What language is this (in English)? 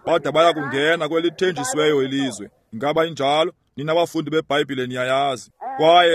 Xhosa